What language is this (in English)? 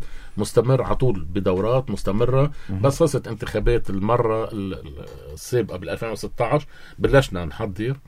North Levantine Arabic